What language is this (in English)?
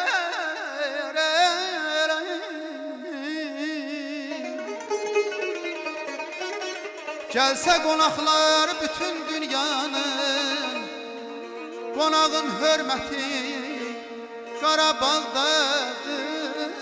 Azerbaijani